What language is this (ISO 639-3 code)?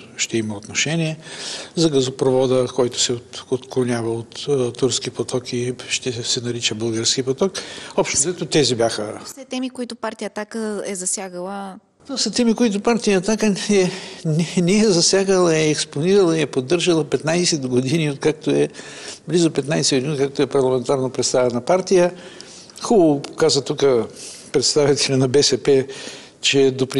bul